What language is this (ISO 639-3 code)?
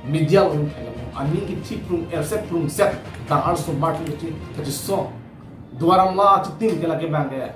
mjw